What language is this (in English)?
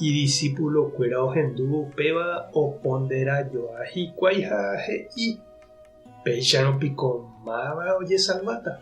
Guarani